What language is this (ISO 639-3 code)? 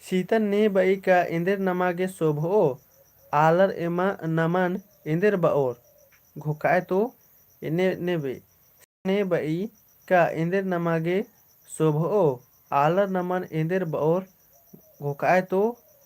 kru